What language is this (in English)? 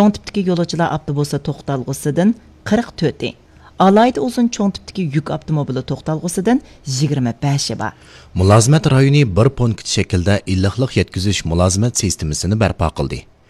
Uyghur